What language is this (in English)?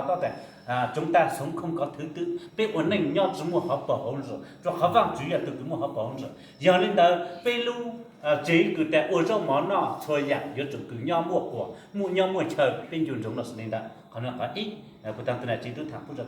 Hmong